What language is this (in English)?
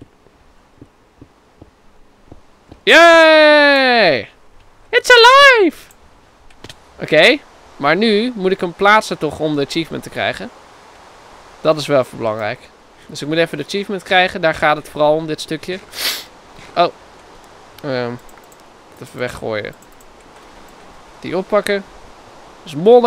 Dutch